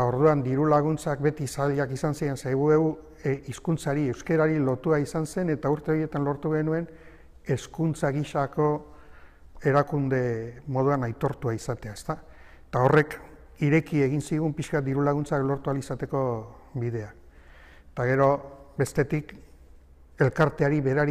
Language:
Basque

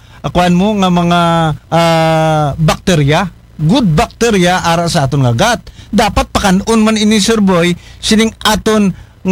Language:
Aklanon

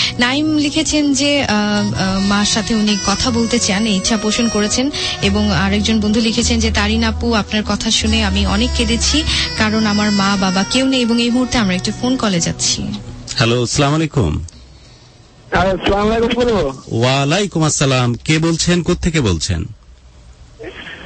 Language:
Bangla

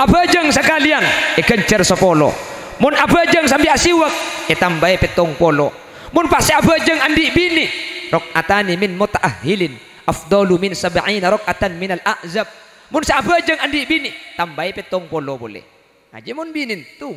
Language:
Madurese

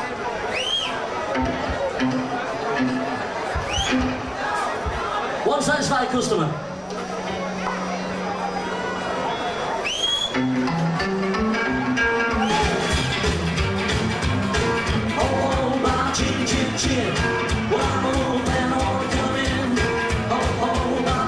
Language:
English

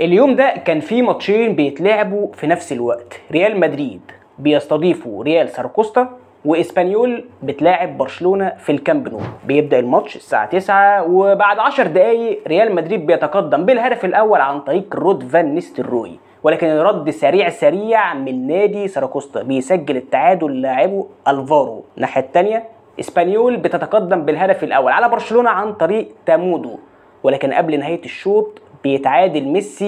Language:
Egyptian Arabic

